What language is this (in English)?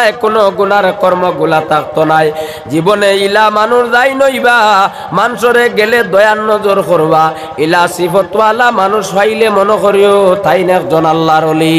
Sylheti